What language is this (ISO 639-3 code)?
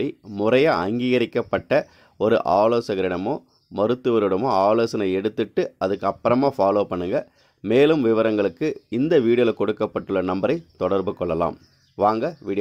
tam